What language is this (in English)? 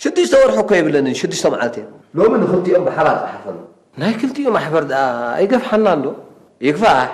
Tigrinya